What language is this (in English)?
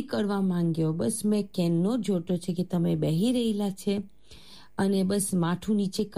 Gujarati